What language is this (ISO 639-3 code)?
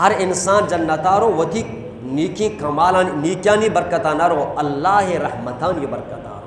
bgp